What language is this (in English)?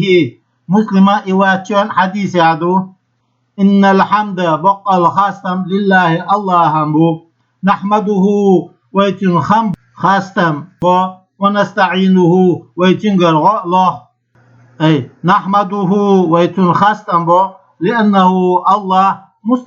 Chechen